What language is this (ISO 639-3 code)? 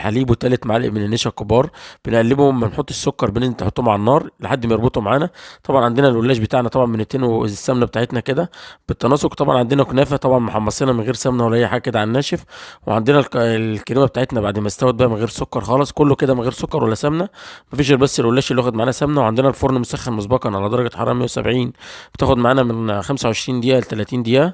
arz